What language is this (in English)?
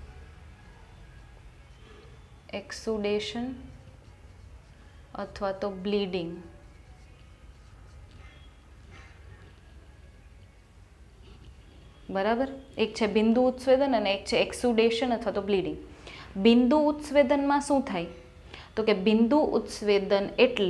Gujarati